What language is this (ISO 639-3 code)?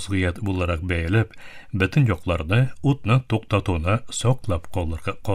tat